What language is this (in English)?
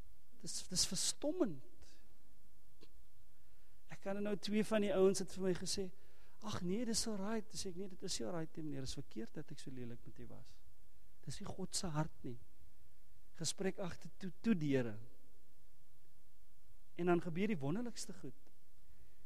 Afrikaans